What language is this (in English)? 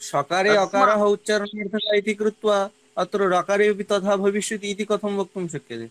Sanskrit